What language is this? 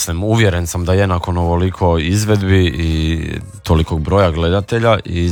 Croatian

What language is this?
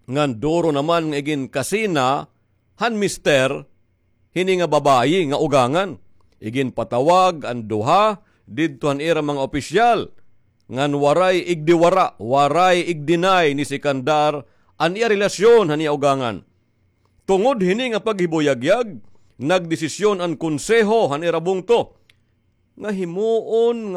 Waray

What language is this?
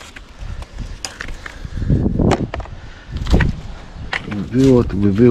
Polish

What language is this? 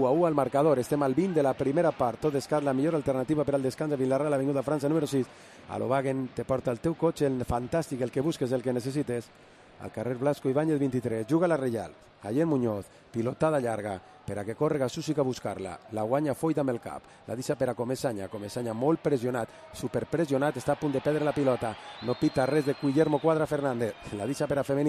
Catalan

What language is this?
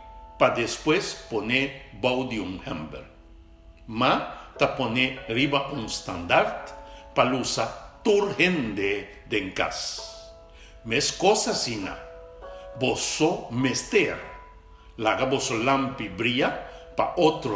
Papiamento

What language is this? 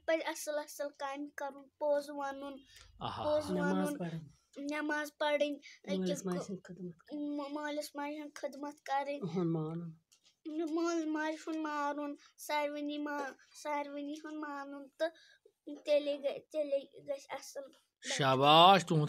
Kashmiri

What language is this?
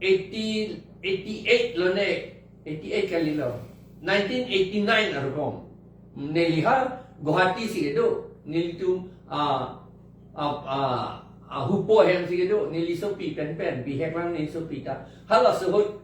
Karbi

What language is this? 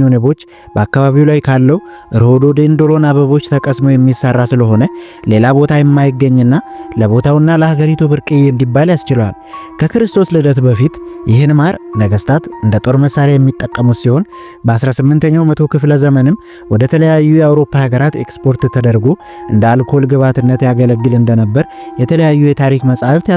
Amharic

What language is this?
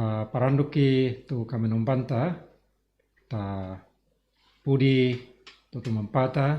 Toraja-Sa'dan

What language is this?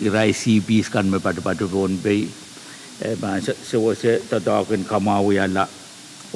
Pohnpeian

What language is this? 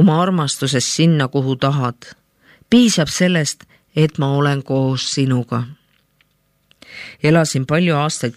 Estonian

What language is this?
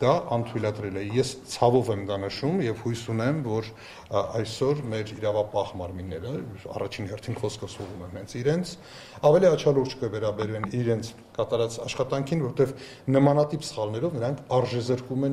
Armenian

